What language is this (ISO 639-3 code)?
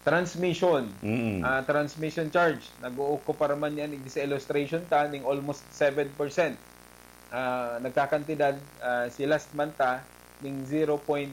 bik